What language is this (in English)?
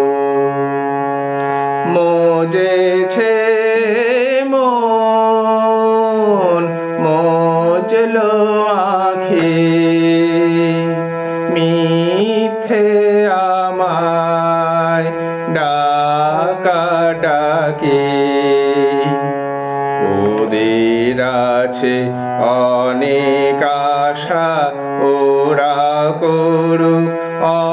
Bangla